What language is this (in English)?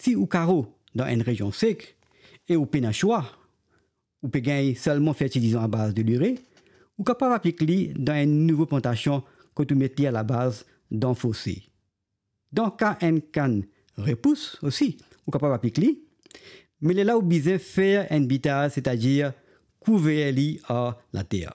Morisyen